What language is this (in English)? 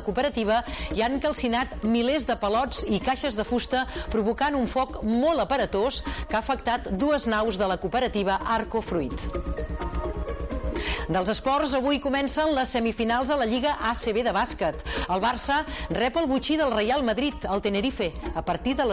Catalan